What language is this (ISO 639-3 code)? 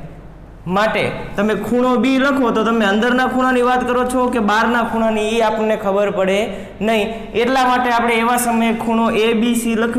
guj